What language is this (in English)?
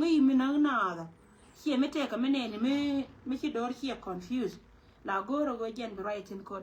Nuer